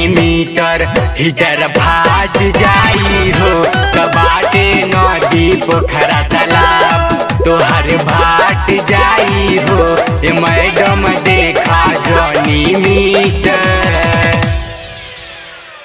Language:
Bhojpuri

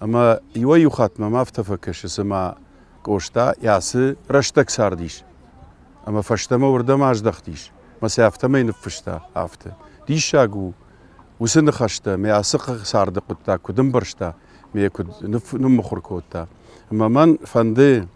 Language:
Ossetic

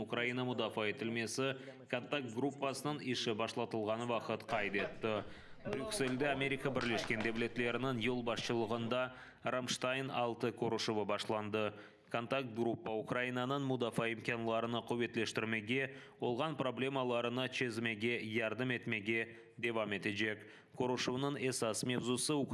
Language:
Crimean Tatar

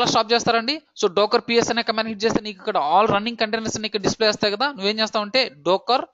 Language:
Telugu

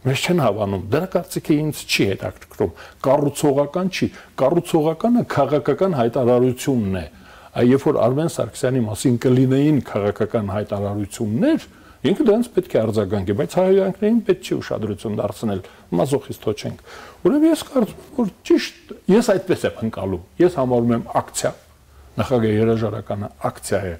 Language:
Armenian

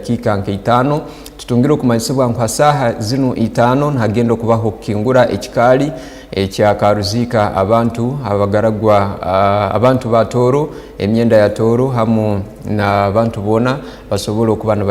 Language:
Tooro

